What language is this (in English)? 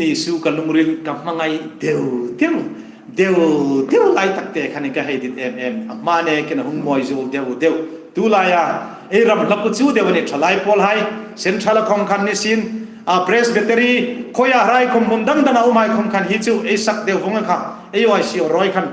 Hmar